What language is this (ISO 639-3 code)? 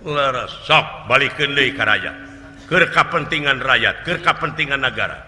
sun